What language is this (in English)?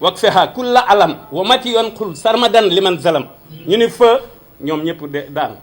Wolof